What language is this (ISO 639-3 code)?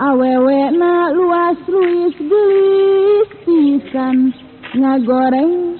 sun